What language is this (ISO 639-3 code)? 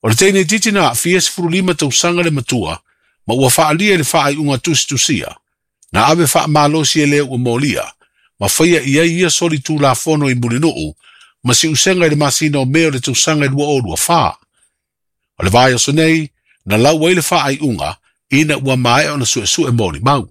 smo